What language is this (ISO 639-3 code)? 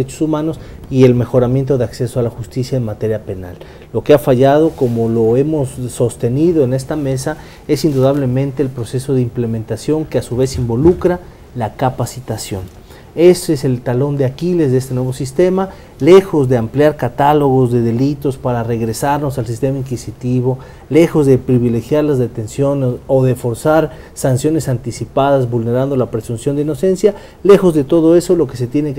spa